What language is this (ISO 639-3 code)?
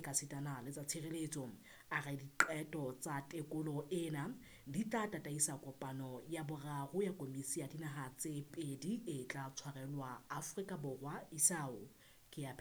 sot